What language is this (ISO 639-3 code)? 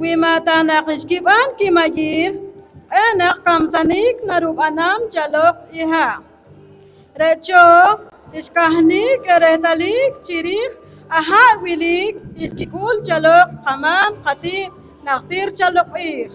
poh